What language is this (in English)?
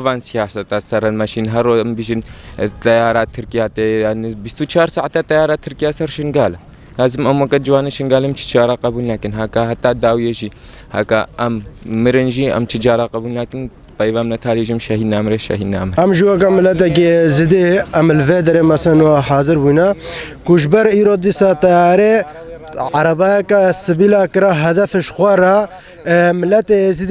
Kurdish